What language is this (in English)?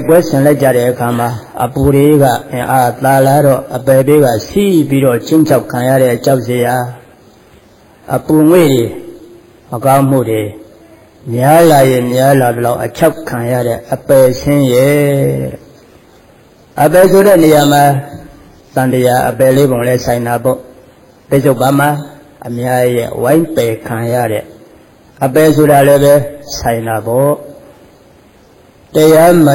Burmese